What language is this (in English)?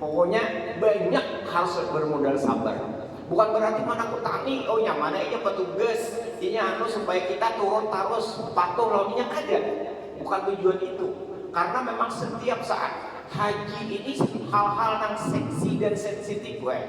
Banjar